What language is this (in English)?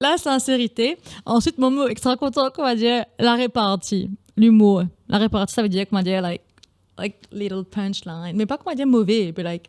Morisyen